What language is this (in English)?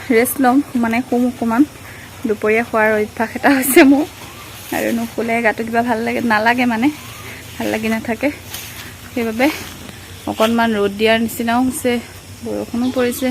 Assamese